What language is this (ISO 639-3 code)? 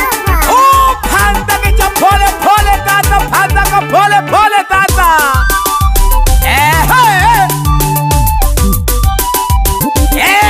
swa